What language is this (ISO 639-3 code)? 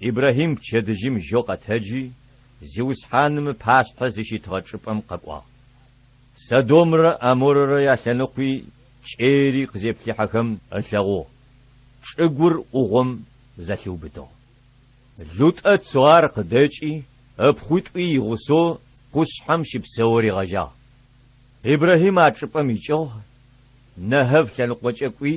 ady